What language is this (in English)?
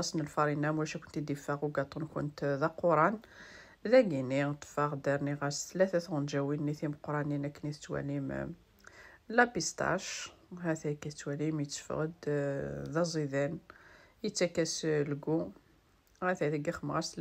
Kabyle